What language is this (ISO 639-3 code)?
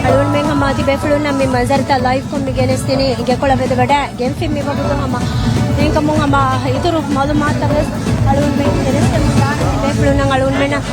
div